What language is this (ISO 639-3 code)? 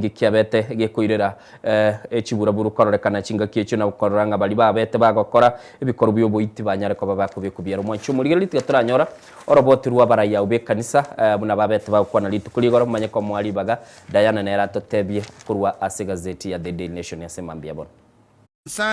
guz